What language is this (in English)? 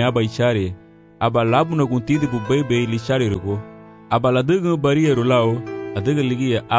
Garifuna